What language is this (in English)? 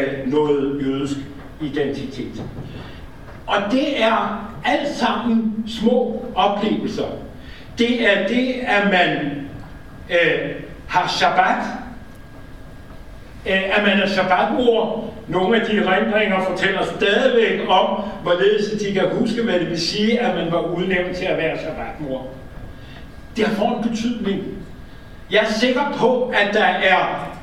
Danish